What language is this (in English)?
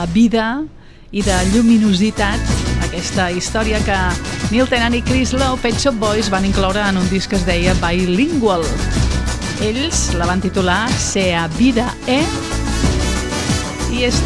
Catalan